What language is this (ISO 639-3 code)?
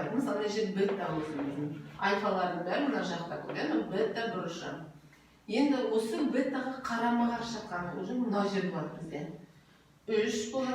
kaz